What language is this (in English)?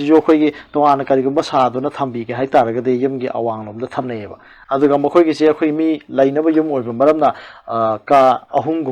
Manipuri